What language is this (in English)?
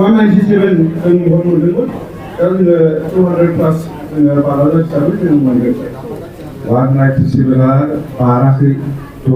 Bodo